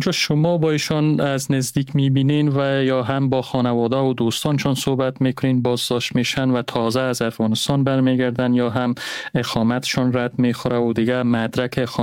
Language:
Persian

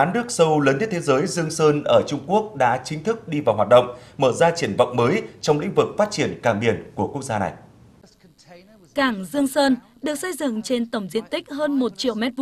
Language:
Vietnamese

